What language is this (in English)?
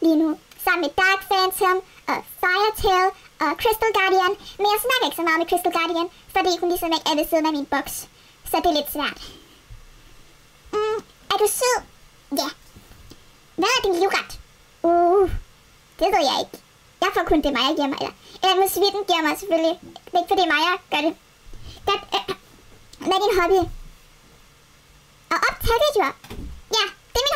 Danish